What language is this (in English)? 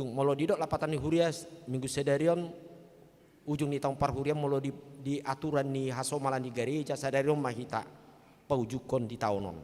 Batak Toba